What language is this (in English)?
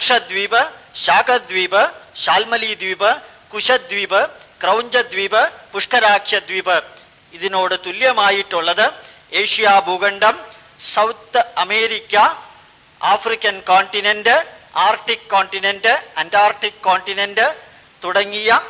Malayalam